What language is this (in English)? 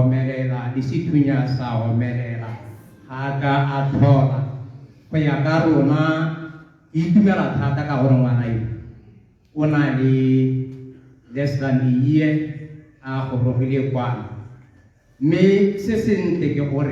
Tswana